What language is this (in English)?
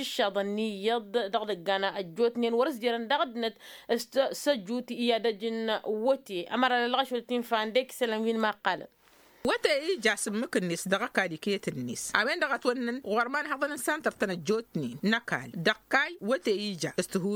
Tamasheq